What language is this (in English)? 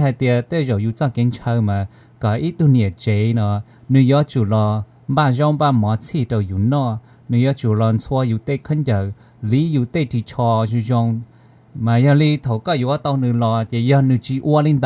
Hmong